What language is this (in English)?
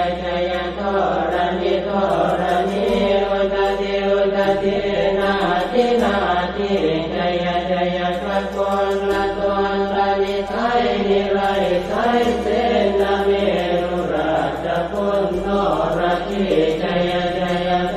Pali